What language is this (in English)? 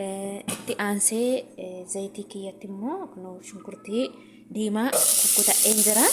Oromo